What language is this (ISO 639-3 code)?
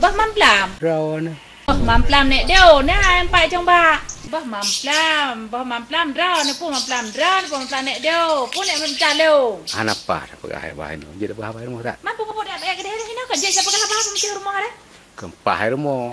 ace